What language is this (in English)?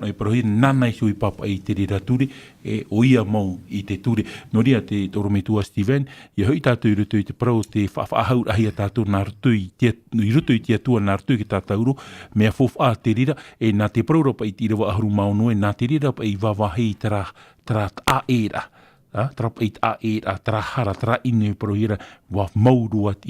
Tahitian